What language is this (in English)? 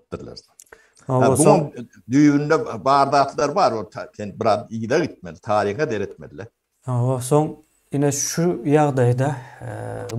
Turkmen